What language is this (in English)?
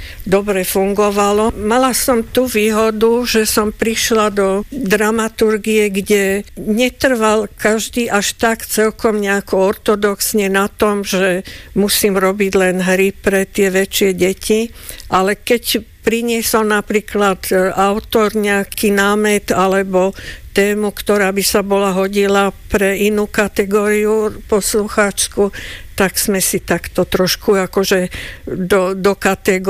Slovak